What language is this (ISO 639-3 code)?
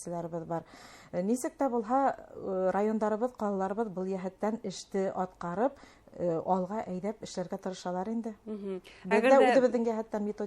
bak